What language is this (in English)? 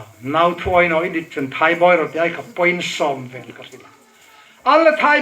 Hmar